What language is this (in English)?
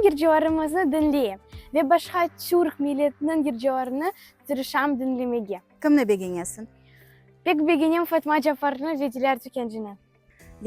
Crimean Tatar